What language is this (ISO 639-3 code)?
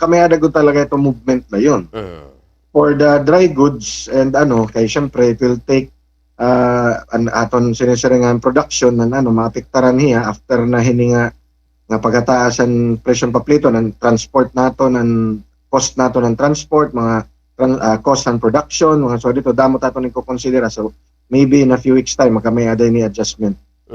war